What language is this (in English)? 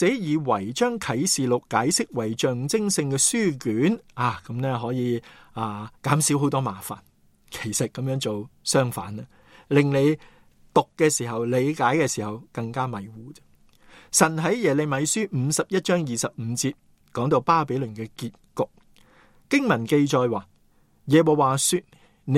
Cantonese